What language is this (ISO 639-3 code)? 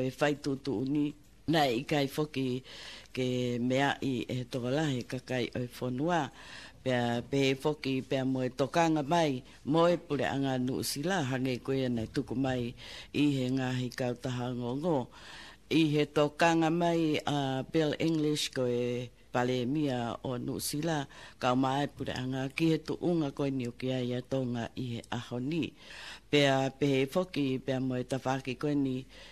ton